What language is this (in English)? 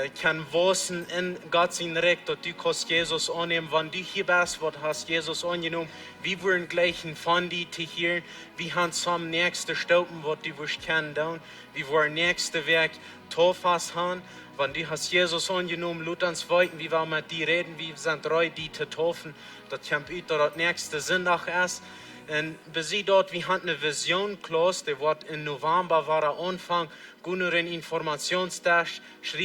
Plautdietsch